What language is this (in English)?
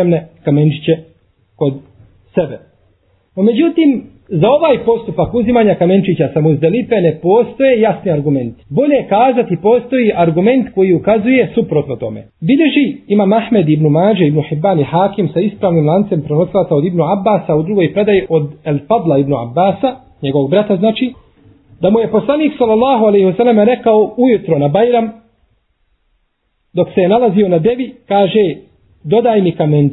Bosnian